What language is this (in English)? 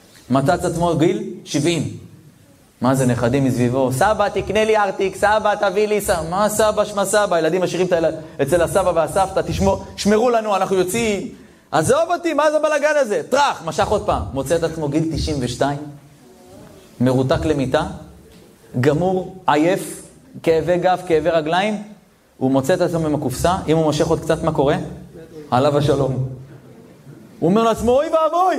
Hebrew